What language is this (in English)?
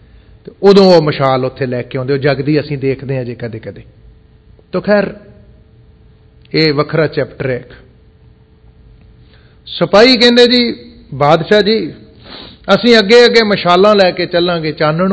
Punjabi